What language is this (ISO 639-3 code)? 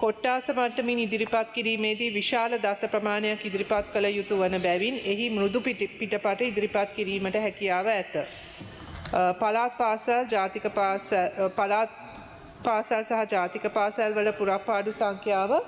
sin